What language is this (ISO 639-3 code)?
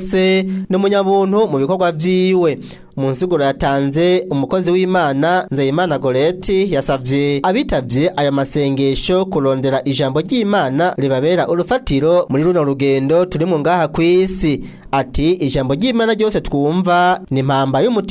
run